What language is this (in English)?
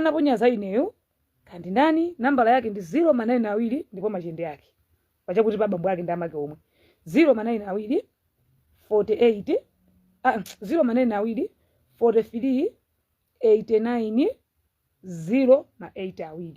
Nyanja